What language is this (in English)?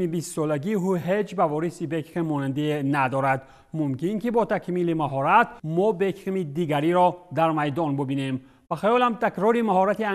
Tajik